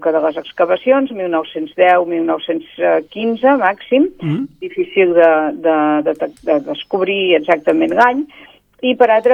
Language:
Catalan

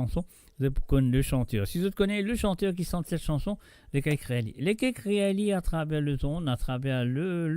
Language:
Morisyen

